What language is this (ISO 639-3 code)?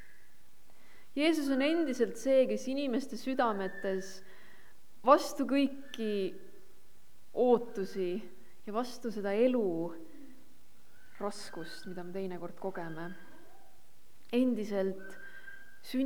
est